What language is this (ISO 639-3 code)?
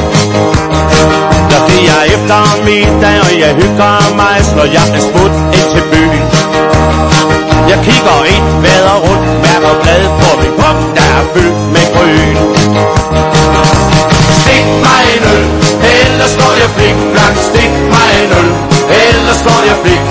dan